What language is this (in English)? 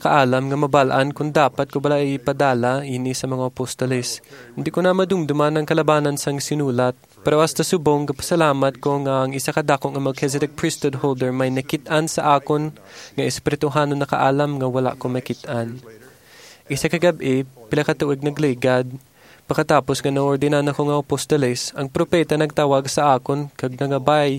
Hiligaynon